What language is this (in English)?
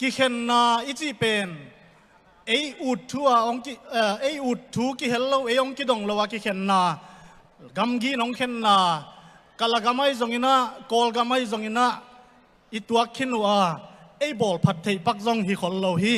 Tedim Chin